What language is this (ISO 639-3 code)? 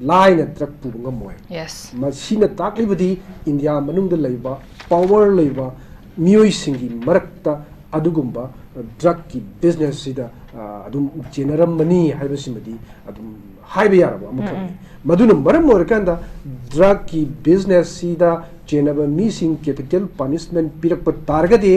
mni